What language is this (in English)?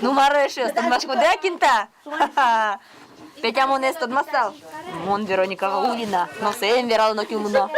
Udmurt